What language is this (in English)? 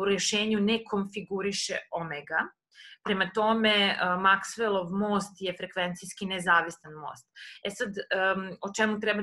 Serbian